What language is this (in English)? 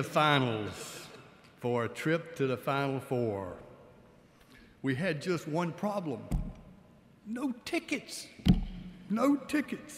English